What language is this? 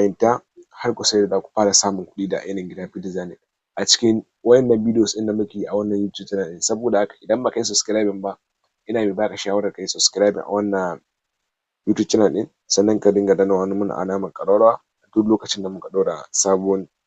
Hausa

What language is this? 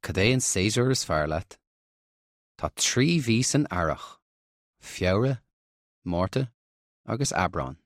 Irish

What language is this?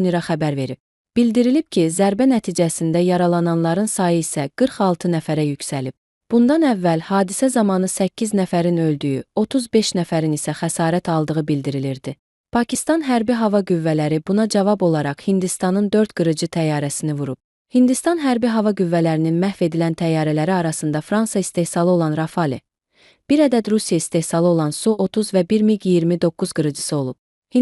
Azerbaijani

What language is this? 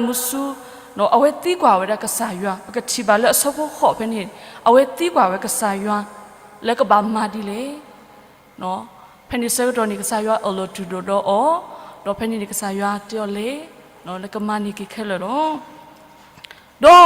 S'gaw Karen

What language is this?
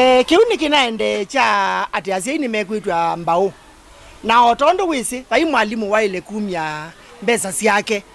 Kamba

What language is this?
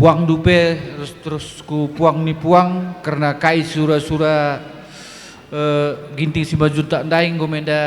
Batak Karo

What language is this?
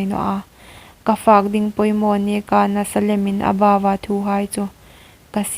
Hmar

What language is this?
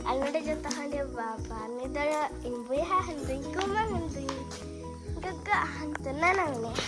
Santali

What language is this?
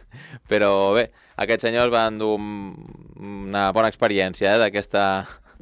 Catalan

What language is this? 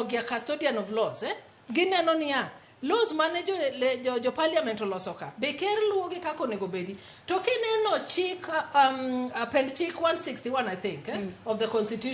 Luo (Kenya and Tanzania)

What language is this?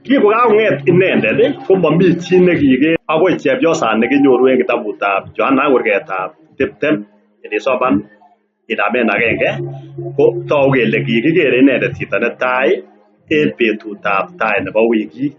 Kalenjin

